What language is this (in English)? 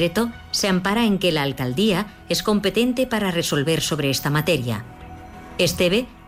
Catalan